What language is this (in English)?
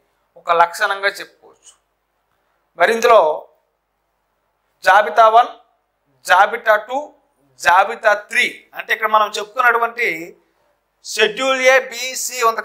Telugu